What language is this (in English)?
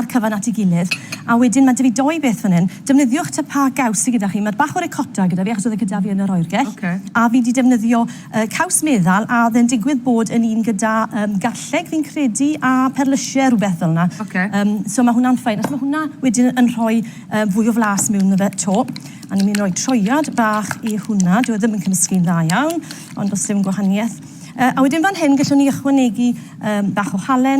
Welsh